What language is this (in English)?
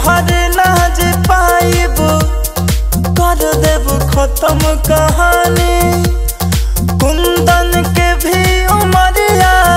Bhojpuri